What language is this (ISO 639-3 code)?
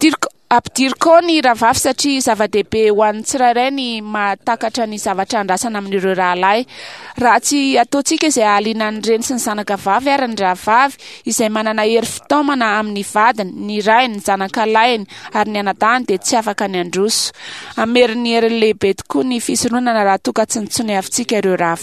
mlg